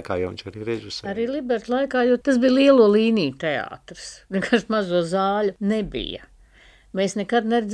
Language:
Latvian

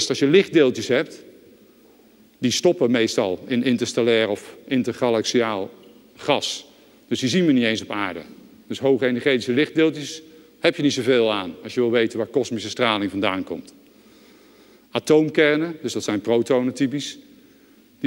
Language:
Dutch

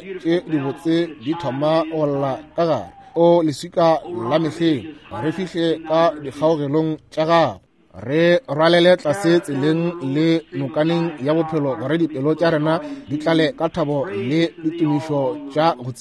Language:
Northern Sotho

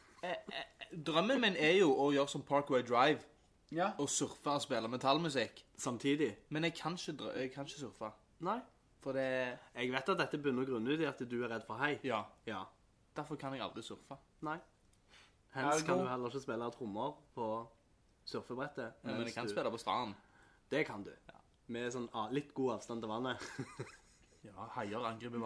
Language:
Norwegian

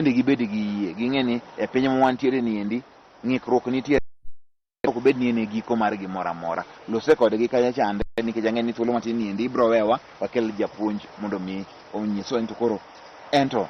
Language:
Luo (Kenya and Tanzania)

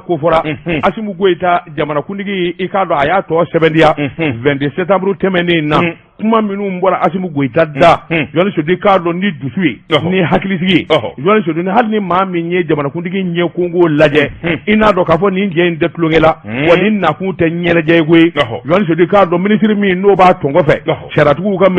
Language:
Bambara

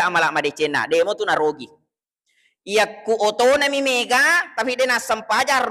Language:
Buginese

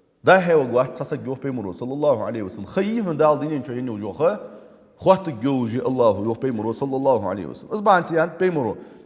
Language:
Ingush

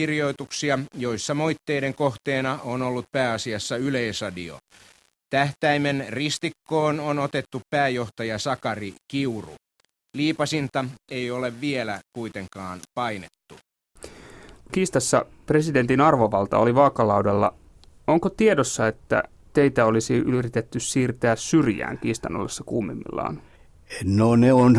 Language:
Finnish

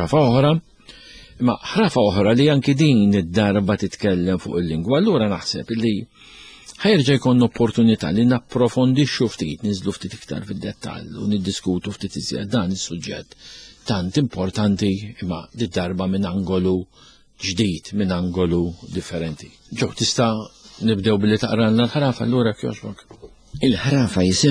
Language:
Maltese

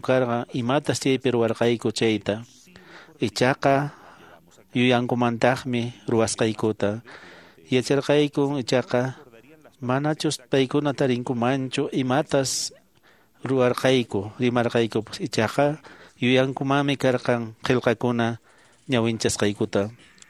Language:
Quechua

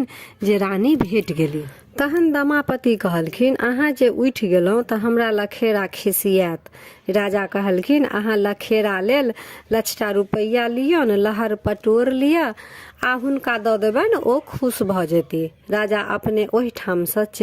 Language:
Maithili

